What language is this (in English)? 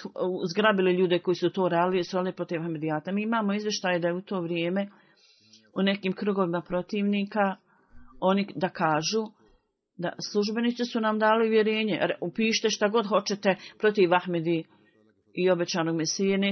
Bosnian